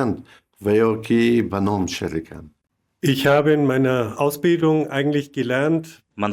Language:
Tajik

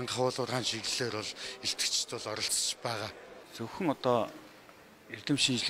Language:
Mongolian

